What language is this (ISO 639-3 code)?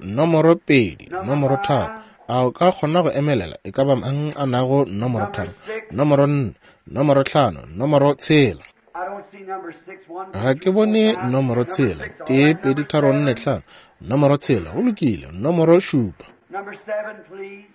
nso